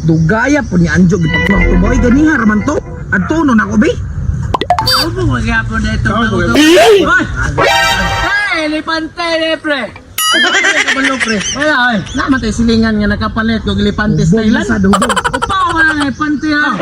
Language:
Cebuano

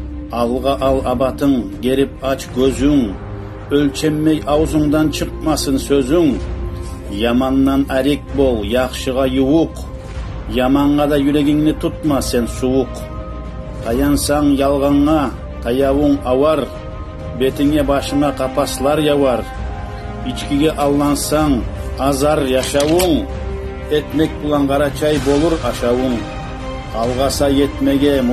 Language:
Kumyk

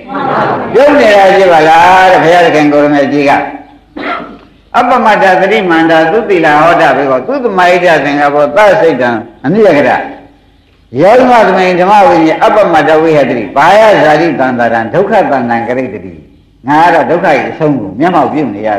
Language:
Burmese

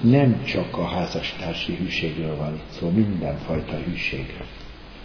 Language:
Hungarian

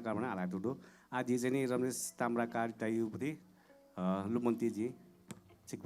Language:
Newari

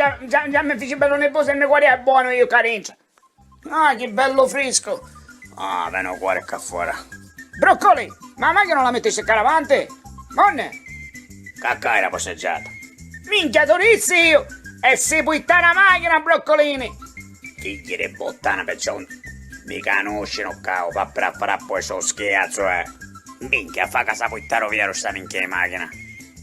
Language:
Sicilian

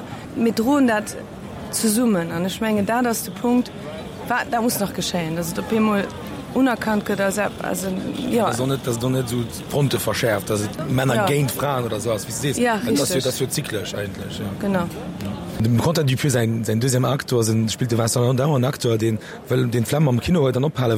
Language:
Luxembourgish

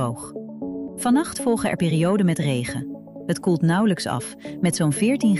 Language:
Dutch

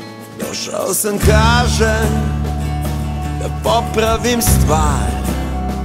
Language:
Serbian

